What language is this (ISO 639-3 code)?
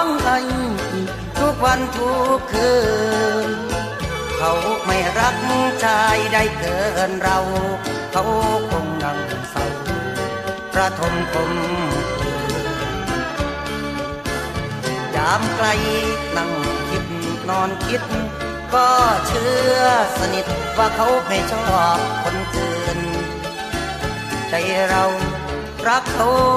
tha